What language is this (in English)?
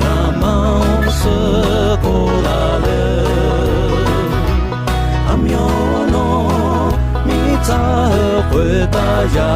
Akha